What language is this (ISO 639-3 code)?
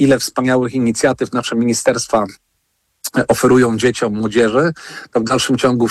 pol